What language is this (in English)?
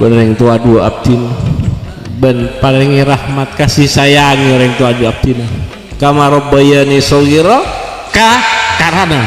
Madurese